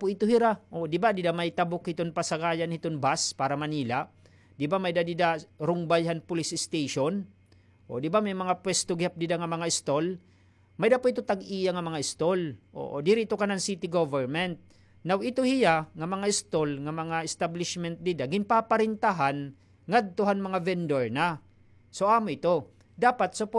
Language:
Waray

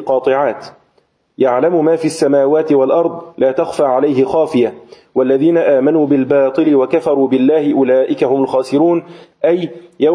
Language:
Arabic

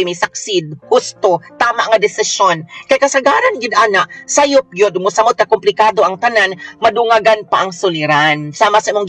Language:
Cebuano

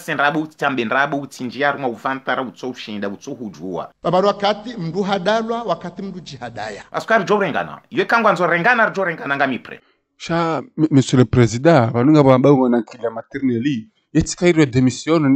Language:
Ngazidja Comorian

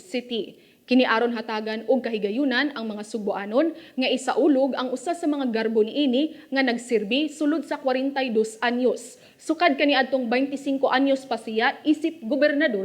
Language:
Cebuano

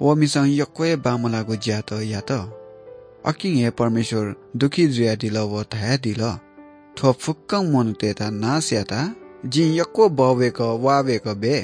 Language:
Newari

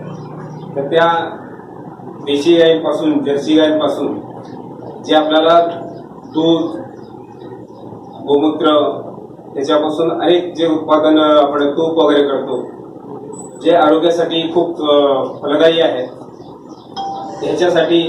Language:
Marathi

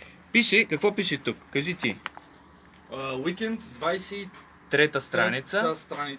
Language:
Bulgarian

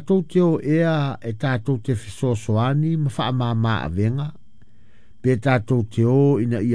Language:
Samoan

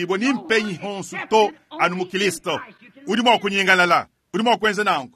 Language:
Luba-Lulua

